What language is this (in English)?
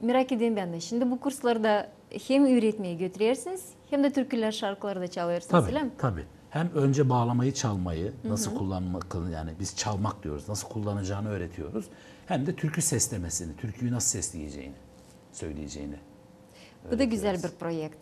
Gagauz